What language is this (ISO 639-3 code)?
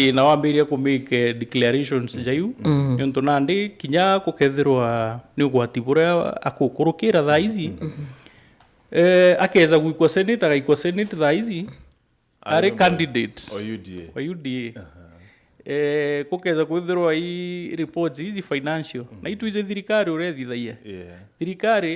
mer